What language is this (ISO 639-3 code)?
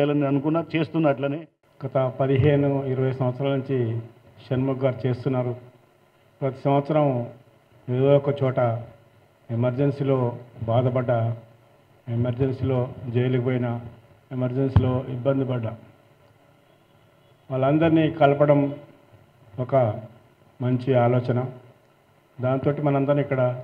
tel